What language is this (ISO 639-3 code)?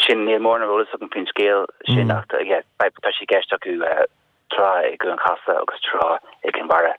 gle